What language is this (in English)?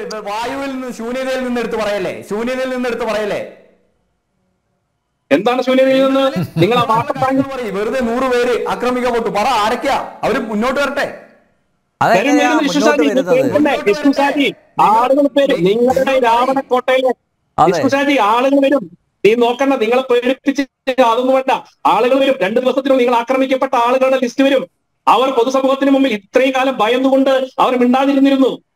Malayalam